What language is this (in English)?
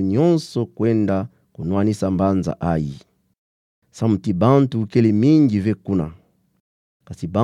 Kituba (Democratic Republic of Congo)